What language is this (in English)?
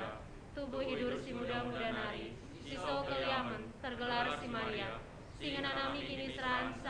Batak Karo